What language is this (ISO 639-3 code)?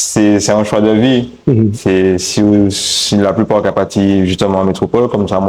gcf